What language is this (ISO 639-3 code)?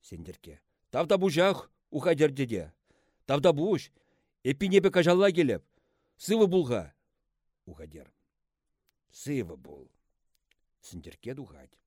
chv